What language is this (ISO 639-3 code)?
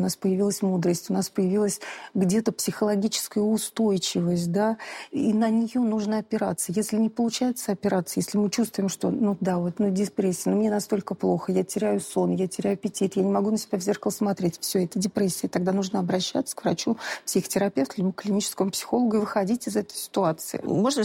rus